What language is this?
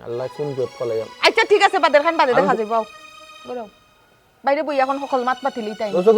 Sylheti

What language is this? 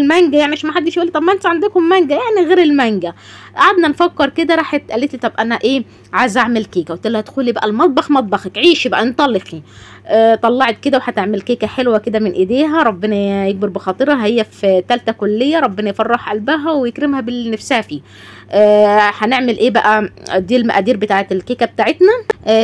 Egyptian Arabic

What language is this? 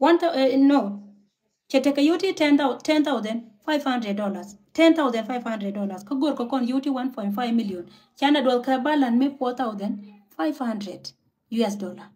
Nuer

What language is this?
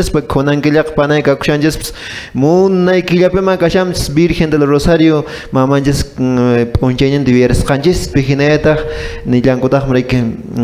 Quechua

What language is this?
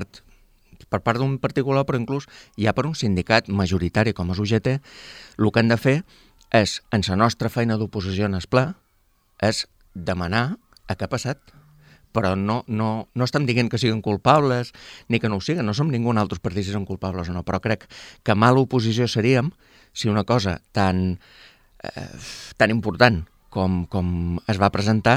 Catalan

